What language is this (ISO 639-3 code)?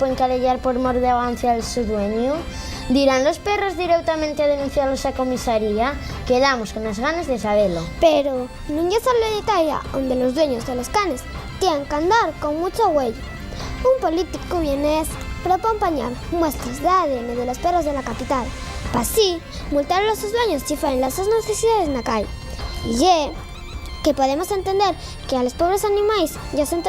ast